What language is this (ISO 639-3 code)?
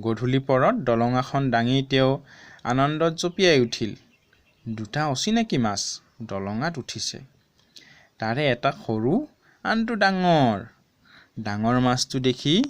asm